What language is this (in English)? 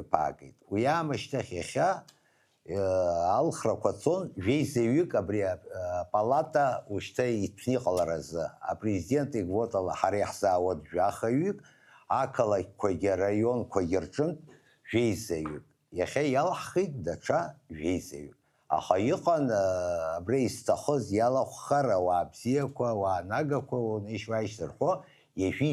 Abkhazian